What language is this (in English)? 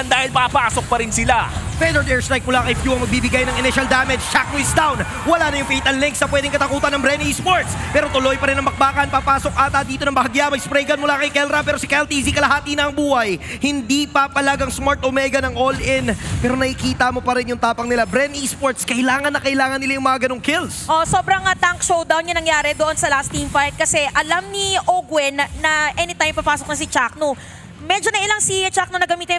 Filipino